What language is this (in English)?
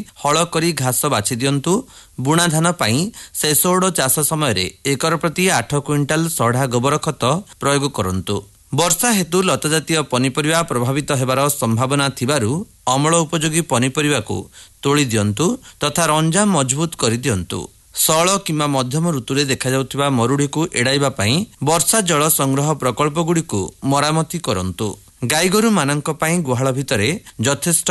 Odia